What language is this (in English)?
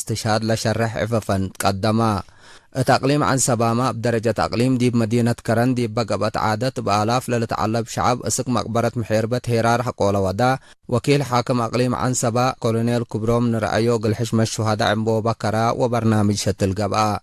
Tigre